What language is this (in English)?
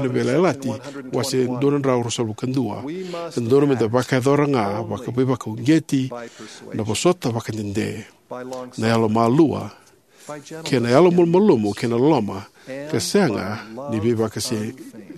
Fijian